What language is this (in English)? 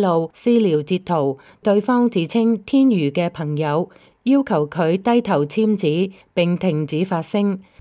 Cantonese